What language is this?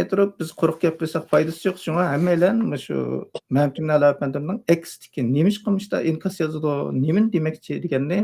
Uyghur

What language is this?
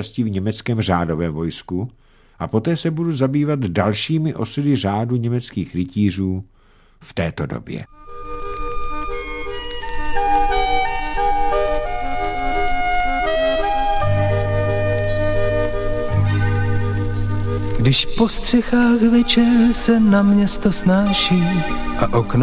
Czech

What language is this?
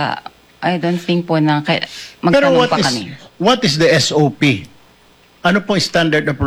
Filipino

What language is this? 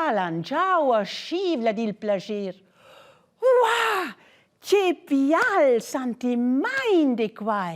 Romansh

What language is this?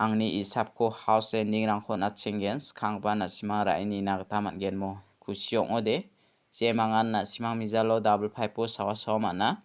Garo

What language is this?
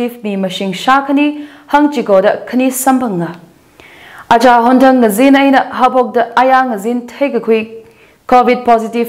Tangkhul Naga (India)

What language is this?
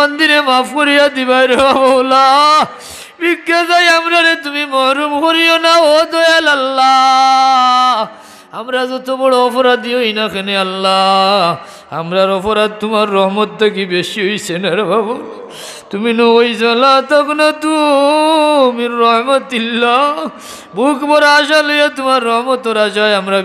Sylheti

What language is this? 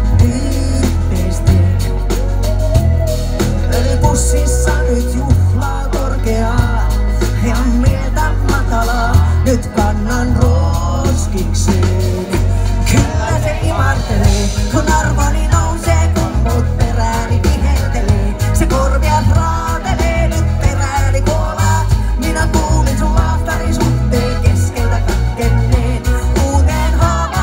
Finnish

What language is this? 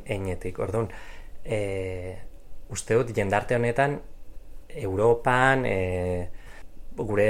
Basque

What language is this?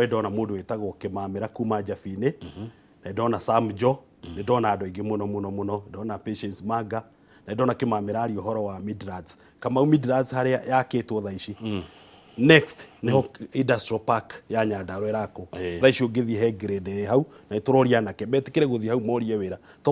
Kikuyu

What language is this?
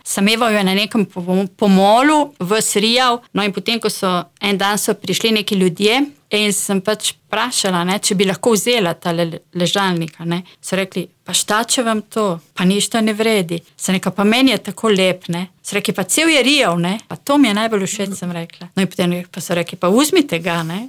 Slovenian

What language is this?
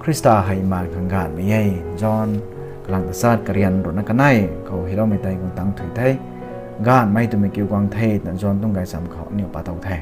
Rongmei Naga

